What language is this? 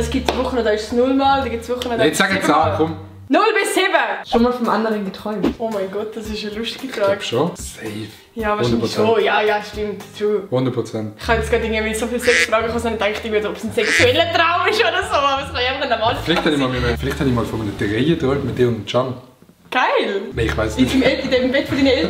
Swiss German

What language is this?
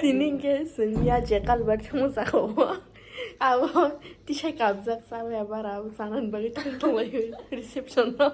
Kok Borok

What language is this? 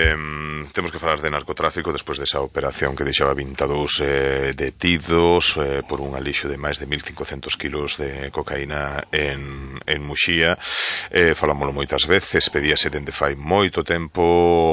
Galician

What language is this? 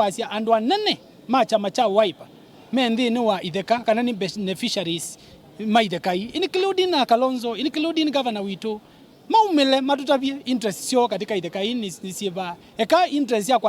Kamba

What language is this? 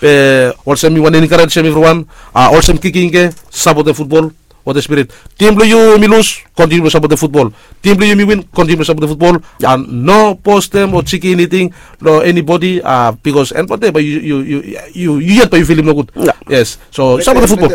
Bislama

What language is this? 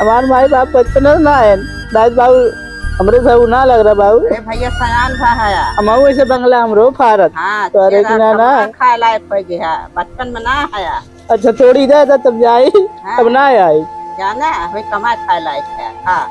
Awadhi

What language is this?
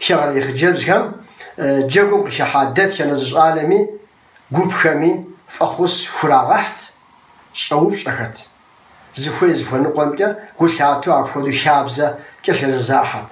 Kabardian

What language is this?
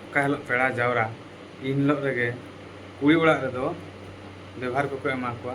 Santali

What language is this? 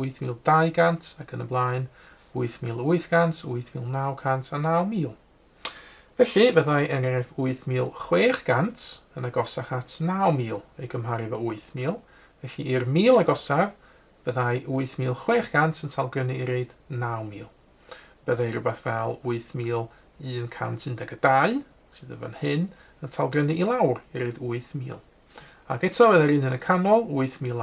Welsh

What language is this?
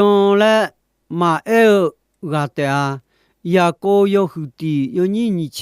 Akha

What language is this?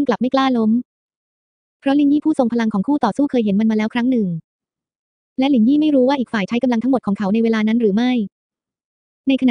Thai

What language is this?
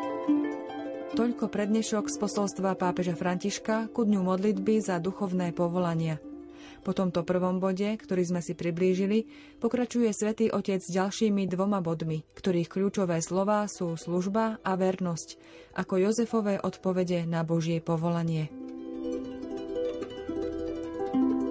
Slovak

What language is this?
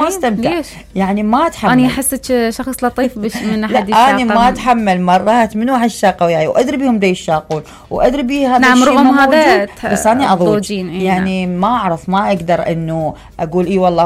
Mesopotamian Arabic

